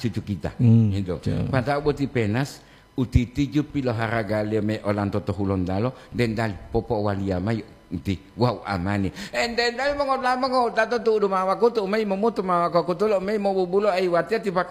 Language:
Gorontalo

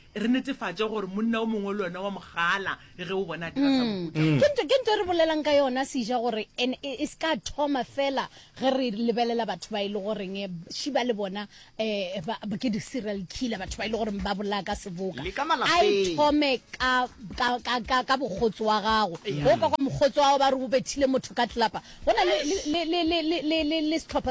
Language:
Northern Sotho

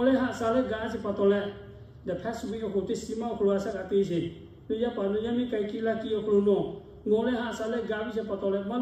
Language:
Lahu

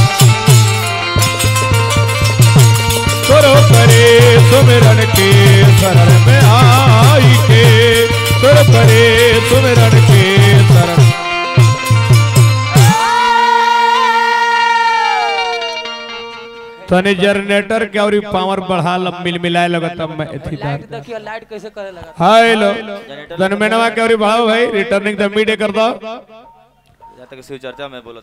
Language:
Bhojpuri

